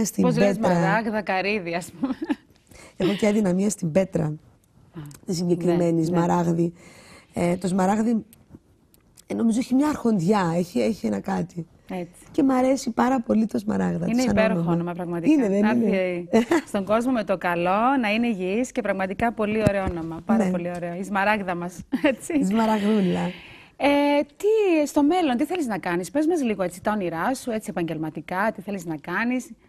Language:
Greek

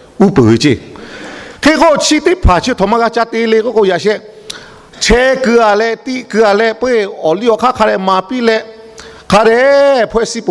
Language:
Lahu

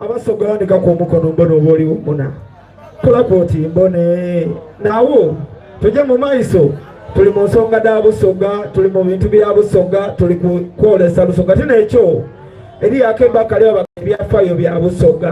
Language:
Soga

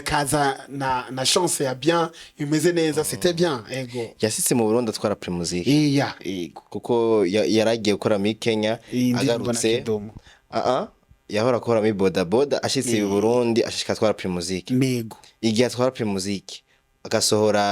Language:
Rundi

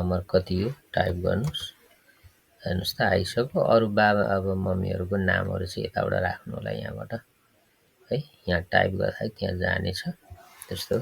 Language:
Nepali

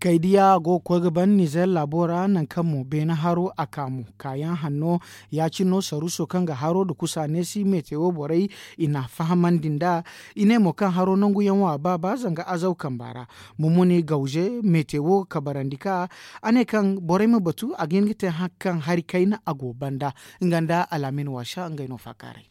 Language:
Zarma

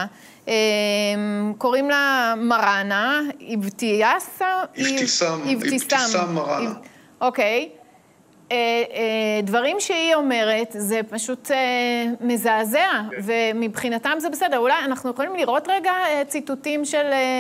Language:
Hebrew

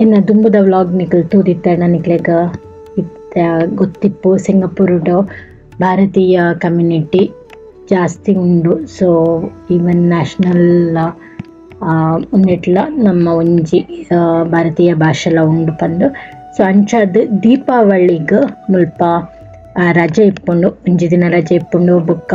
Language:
Tulu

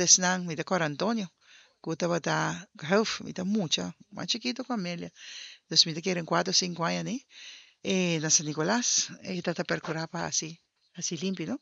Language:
Papiamento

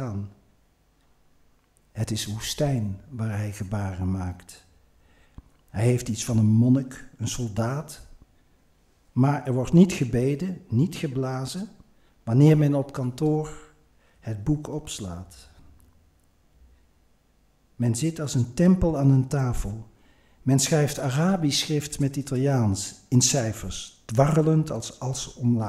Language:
Dutch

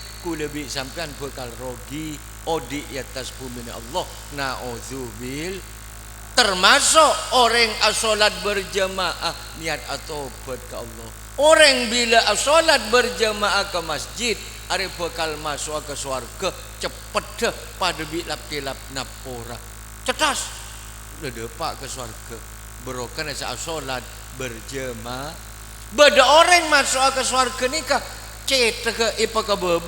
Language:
Madurese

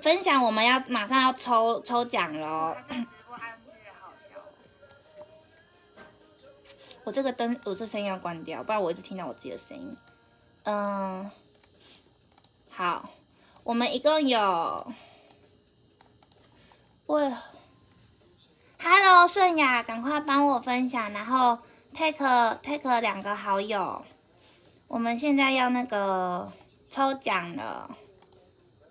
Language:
Chinese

